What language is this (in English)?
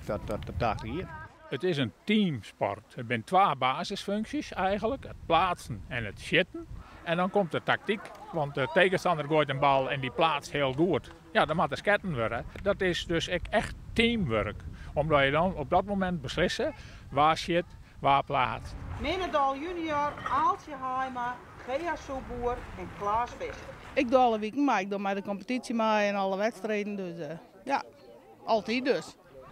Western Frisian